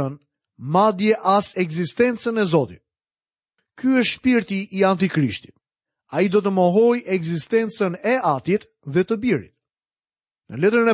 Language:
Albanian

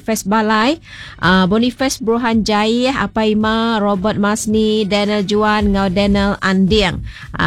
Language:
Iban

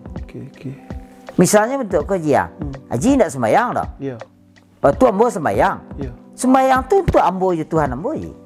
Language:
Minangkabau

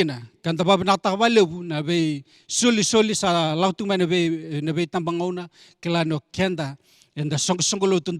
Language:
Fijian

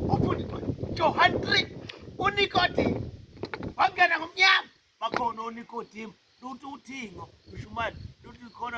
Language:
Zulu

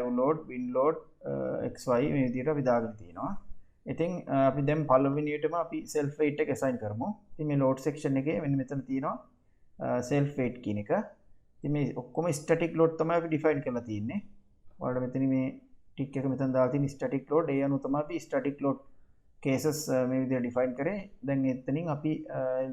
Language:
Sinhala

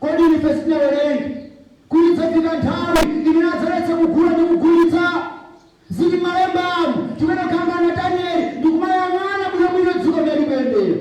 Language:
Nyanja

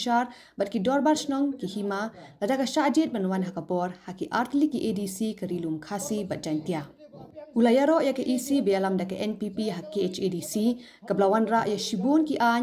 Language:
Khasi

